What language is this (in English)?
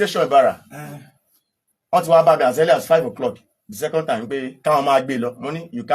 Yoruba